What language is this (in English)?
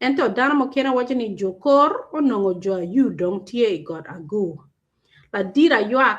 Acoli